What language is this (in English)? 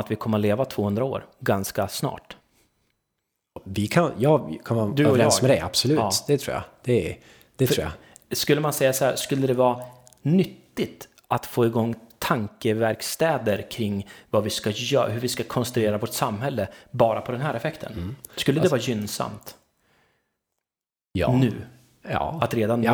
Swedish